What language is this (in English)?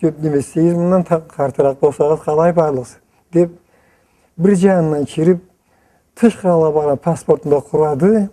Karachay-Balkar